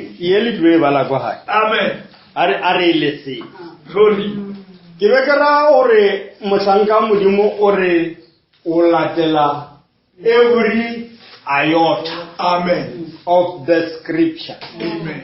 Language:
Northern Sotho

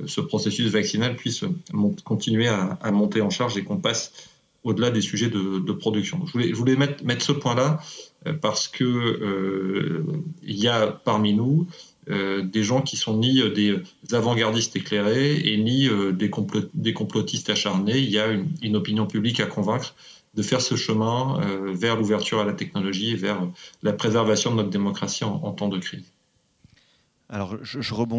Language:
French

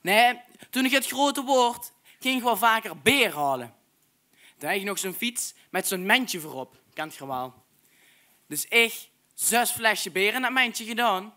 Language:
Limburgish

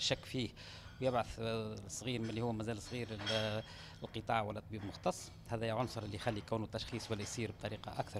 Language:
Tunisian Arabic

